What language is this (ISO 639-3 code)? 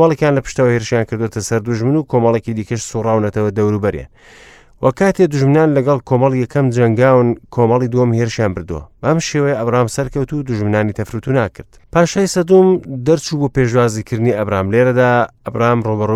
ckb